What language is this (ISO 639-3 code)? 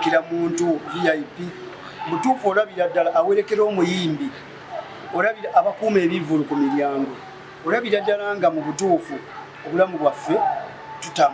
lug